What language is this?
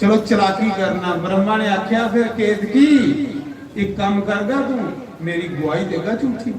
Dogri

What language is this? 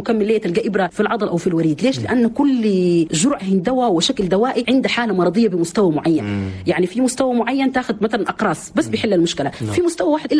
Chadian Arabic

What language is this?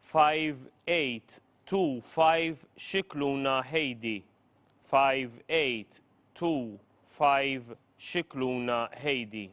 English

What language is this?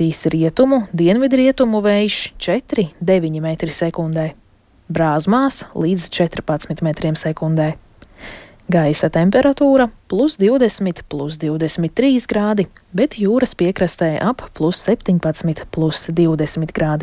Latvian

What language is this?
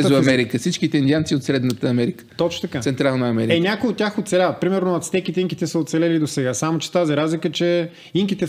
Bulgarian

